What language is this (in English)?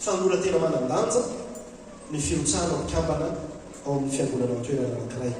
Malagasy